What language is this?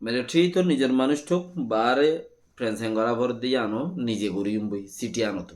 Rohingya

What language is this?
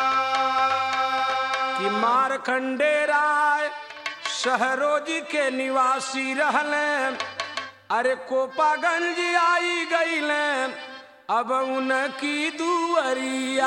Bhojpuri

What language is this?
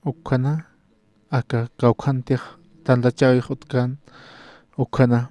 Aymara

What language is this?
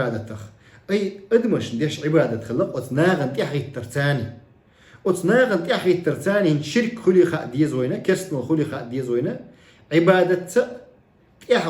Chechen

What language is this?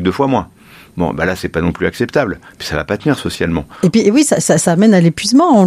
French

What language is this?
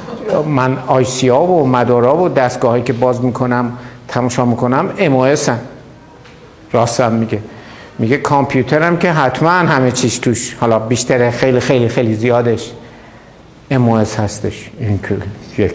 Persian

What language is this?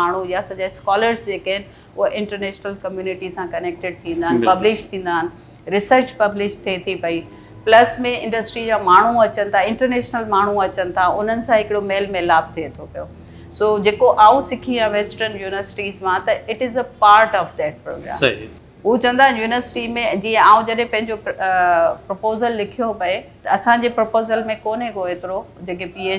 Sindhi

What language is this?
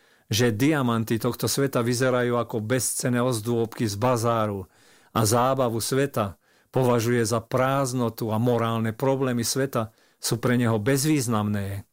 Slovak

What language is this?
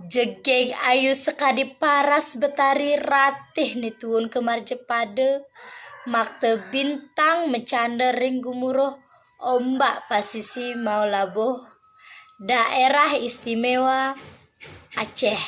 Balinese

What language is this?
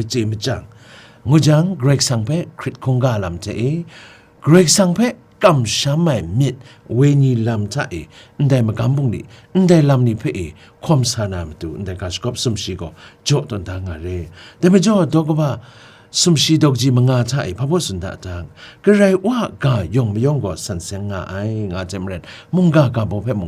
Kachin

